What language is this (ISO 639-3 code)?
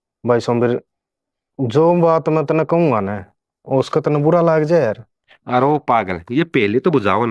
bgc